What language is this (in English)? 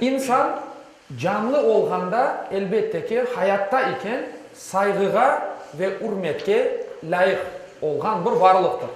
Crimean Tatar